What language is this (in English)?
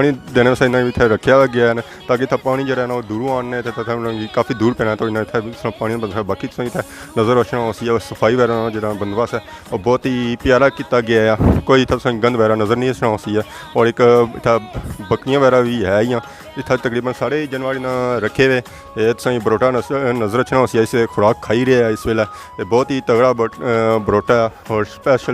Pahari-Potwari